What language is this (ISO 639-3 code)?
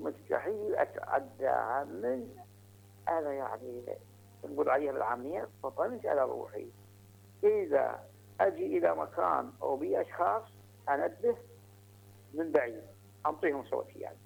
acm